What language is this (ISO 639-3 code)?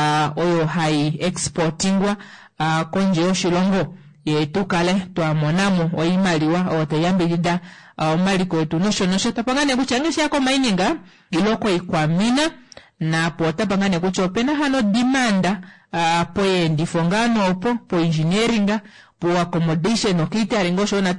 kua